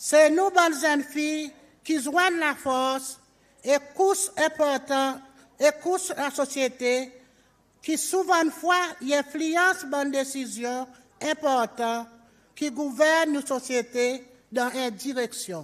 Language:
Seselwa Creole French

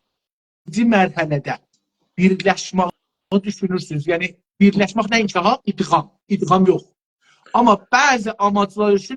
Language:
South Azerbaijani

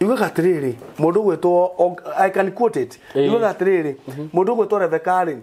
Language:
Kikuyu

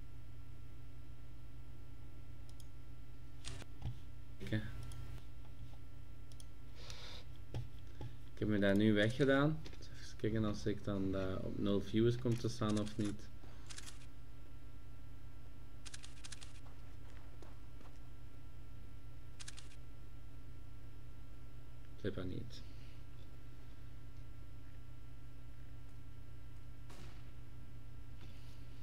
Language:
Dutch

